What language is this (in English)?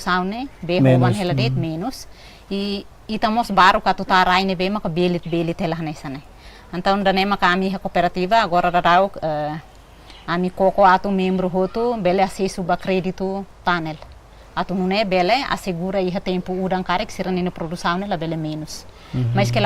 Tetum